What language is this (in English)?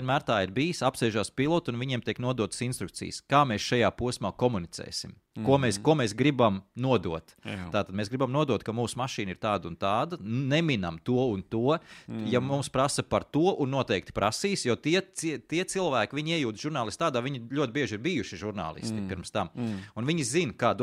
Latvian